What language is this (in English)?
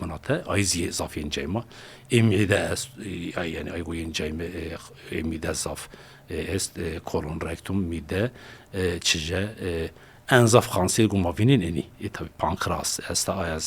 Zaza